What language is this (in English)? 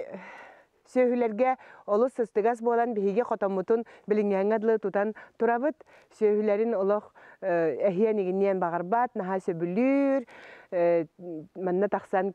Yakut